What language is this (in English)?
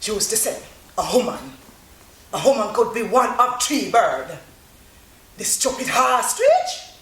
Jamaican Creole English